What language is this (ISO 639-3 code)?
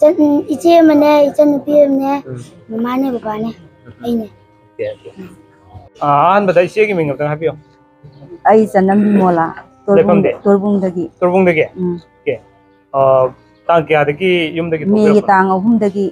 mni